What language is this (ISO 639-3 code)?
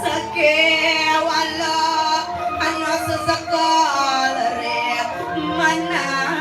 ban